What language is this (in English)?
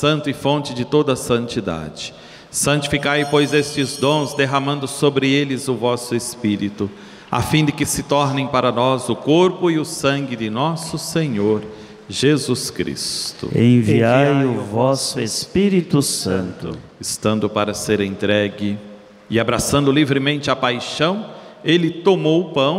Portuguese